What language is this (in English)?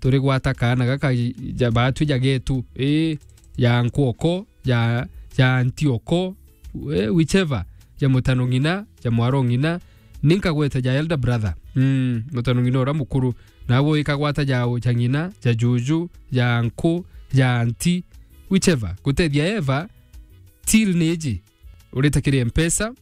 Meru